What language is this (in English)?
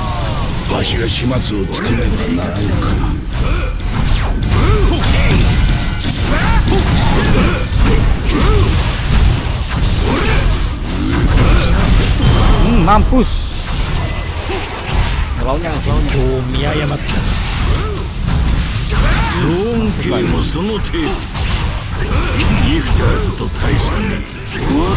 Japanese